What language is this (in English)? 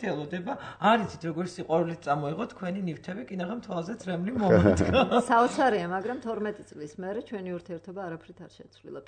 Georgian